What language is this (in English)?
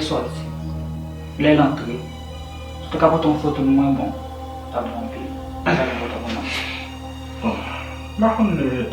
Haitian Creole